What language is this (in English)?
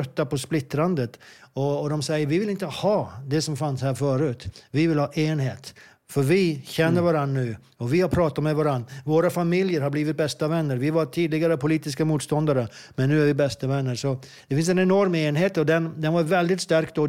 Swedish